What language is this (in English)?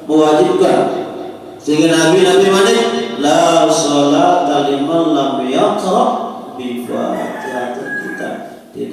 Sasak